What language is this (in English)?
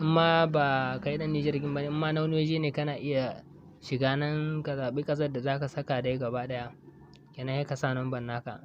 Hausa